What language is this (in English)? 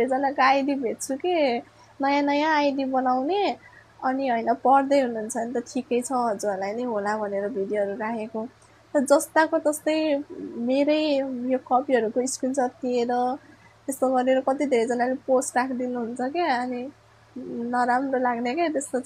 Nepali